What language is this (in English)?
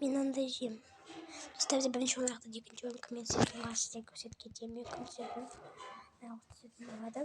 Kazakh